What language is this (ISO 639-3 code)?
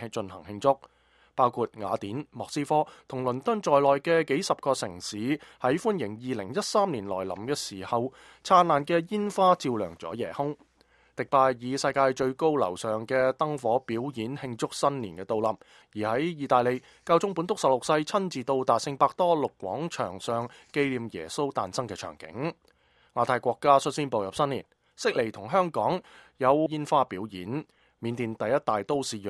yue